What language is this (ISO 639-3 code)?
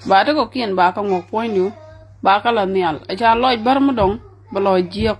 nus